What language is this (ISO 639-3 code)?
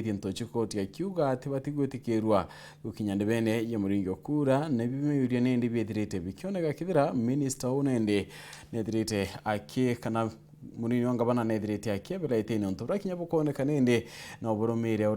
mer